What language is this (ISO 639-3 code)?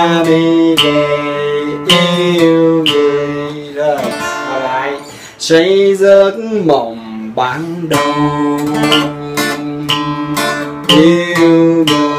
vie